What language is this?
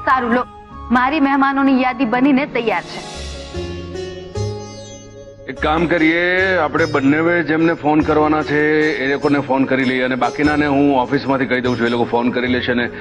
Gujarati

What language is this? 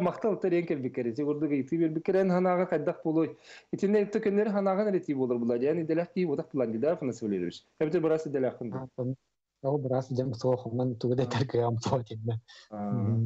Yakut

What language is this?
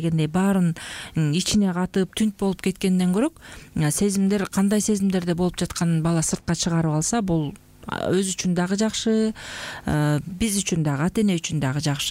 Kyrgyz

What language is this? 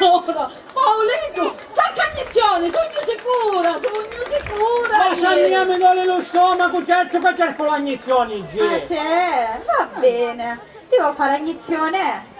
Sicilian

